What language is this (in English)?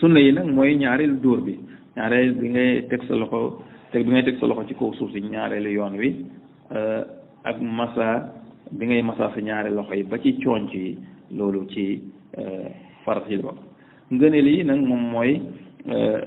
Wolof